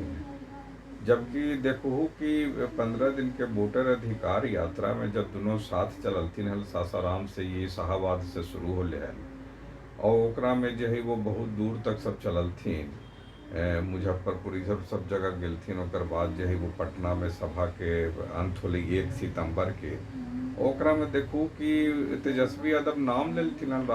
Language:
Magahi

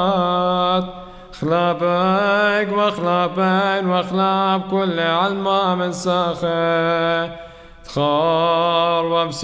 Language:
Classical Syriac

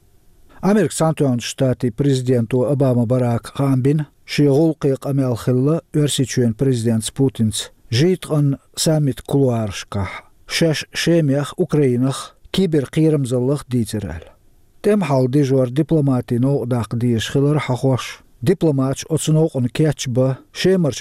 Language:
Chechen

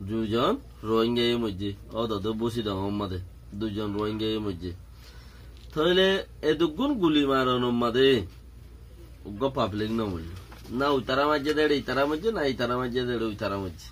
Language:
Rohingya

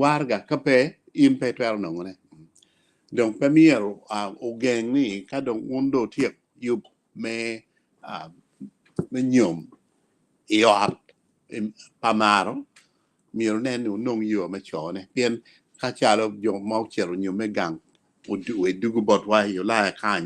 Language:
Acoli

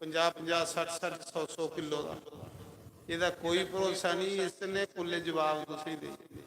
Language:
Dogri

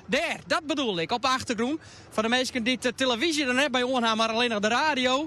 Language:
Western Frisian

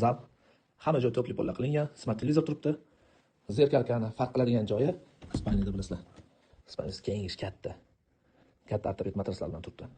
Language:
Uzbek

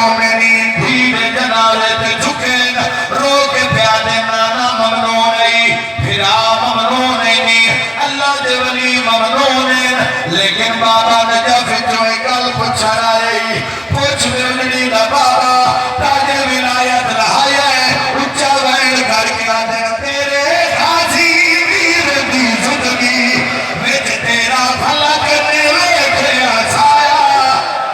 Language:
Saraiki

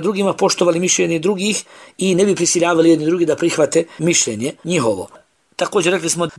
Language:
Bosnian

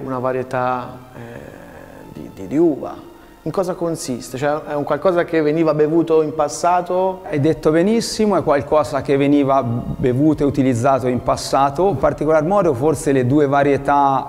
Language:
Italian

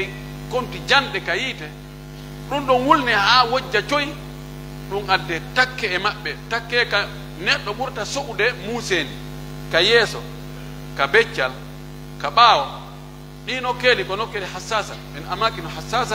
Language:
Pular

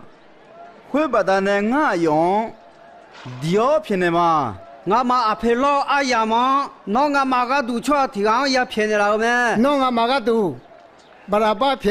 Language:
Akha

